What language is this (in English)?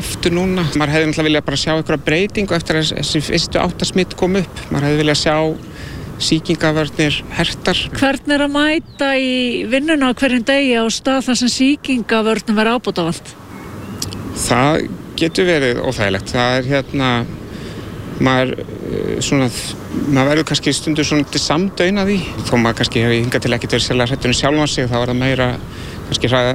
Icelandic